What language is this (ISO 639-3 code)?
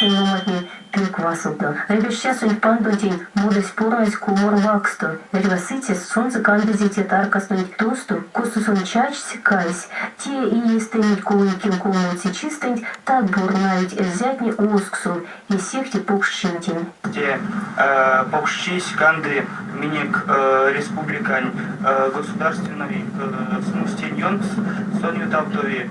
myv